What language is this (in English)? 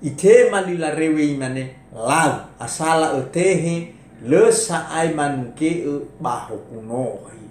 Nias